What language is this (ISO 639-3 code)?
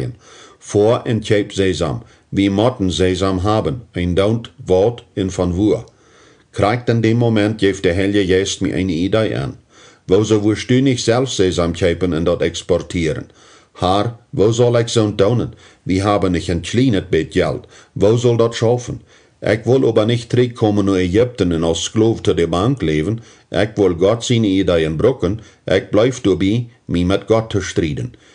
pdt